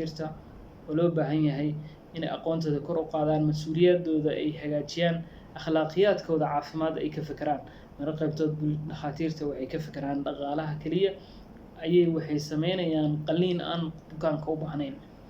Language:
Somali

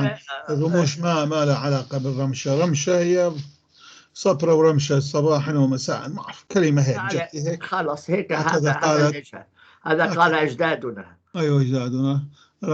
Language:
North Levantine Arabic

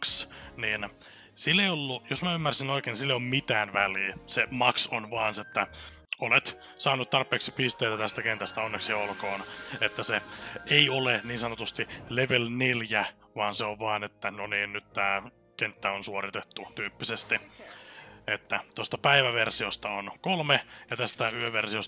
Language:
Finnish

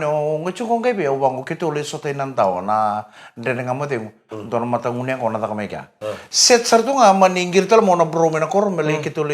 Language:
Fijian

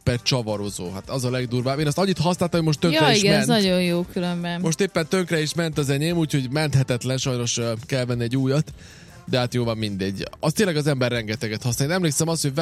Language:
Hungarian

